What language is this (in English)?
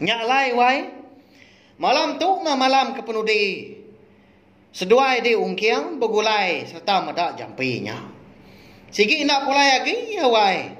Iban